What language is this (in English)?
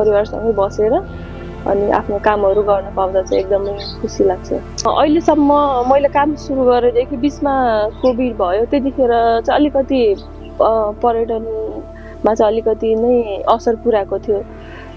Nepali